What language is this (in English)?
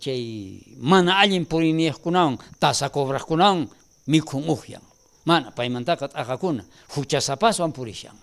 South Bolivian Quechua